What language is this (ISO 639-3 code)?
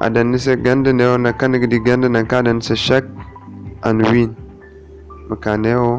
dje